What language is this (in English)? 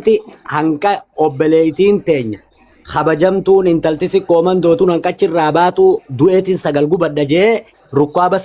Oromo